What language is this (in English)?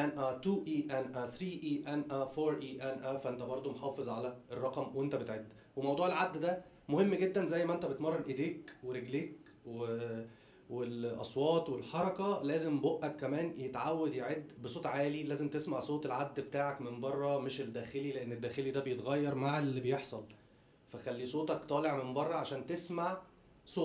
Egyptian Arabic